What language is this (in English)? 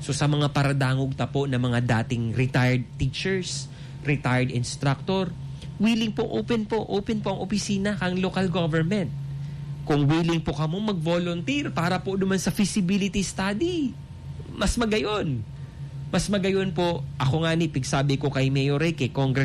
Bikol